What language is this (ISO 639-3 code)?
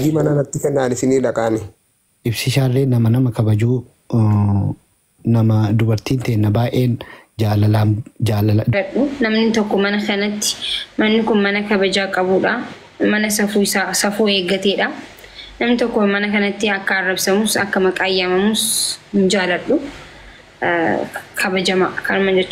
orm